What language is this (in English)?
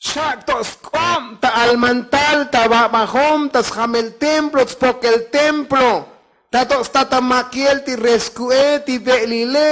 Tzotzil